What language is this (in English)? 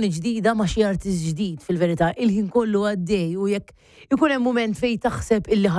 Maltese